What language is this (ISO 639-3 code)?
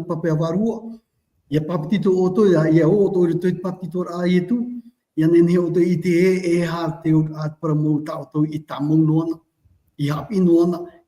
tah